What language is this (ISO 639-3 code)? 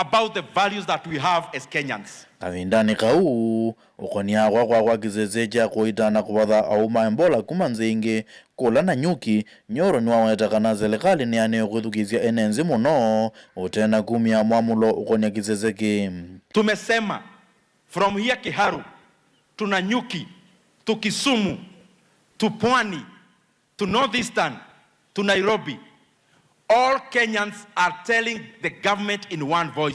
kam